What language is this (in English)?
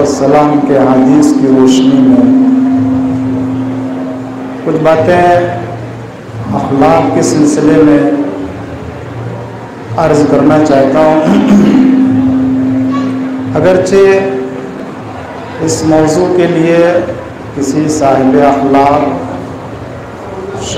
Urdu